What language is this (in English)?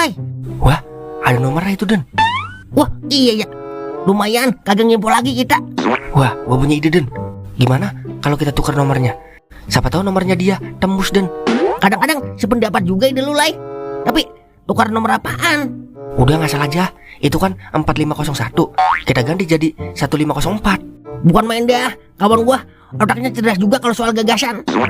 Betawi